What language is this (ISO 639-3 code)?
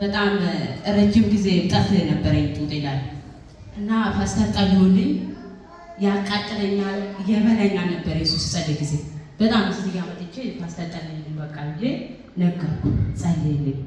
amh